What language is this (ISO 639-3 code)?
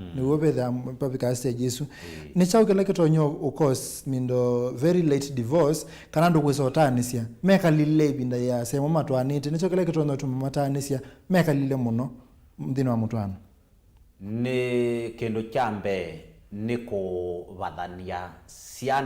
kam